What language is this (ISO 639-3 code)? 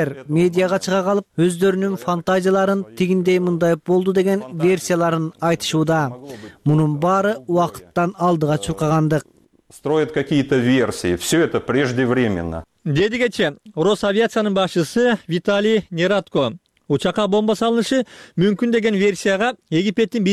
kir